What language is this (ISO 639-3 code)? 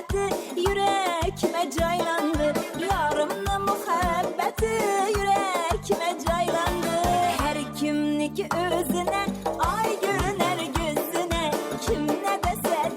kaa